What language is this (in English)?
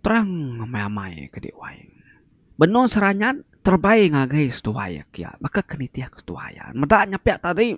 Iban